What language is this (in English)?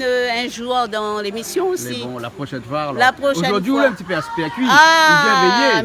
Réunion Creole French